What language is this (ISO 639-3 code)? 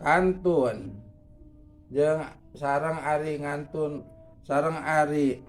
sun